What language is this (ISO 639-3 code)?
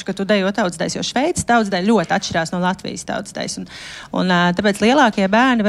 lav